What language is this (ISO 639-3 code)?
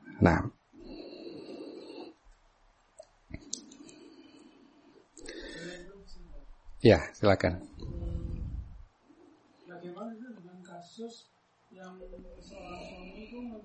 ind